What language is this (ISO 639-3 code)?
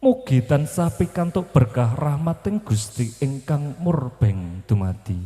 jav